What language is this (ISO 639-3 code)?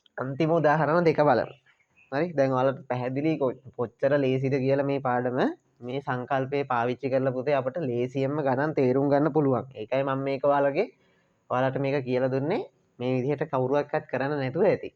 sin